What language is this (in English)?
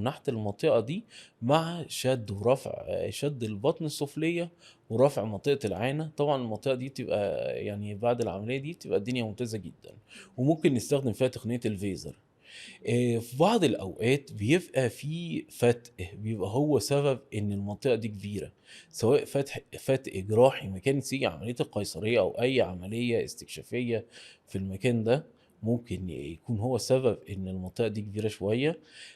Egyptian Arabic